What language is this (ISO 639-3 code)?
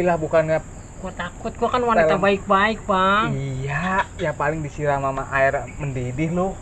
bew